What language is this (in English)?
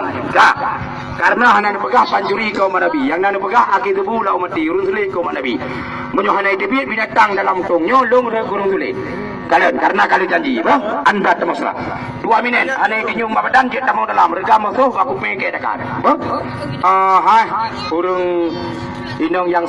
Achinese